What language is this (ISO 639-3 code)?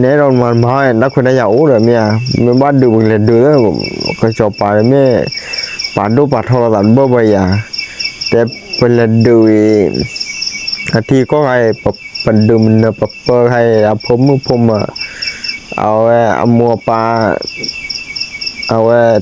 ksw